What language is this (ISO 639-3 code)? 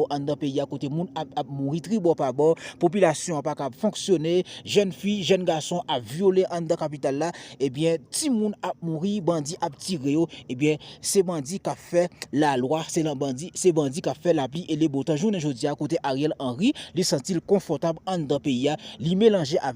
hat